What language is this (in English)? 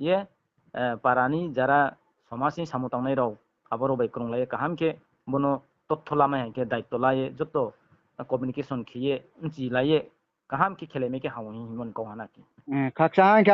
Riang (India)